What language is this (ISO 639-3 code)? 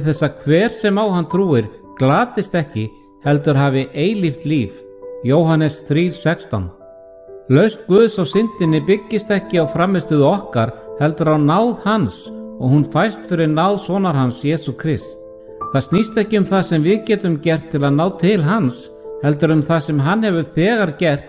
isl